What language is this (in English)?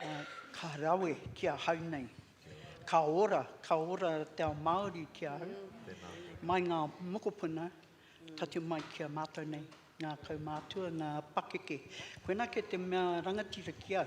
Māori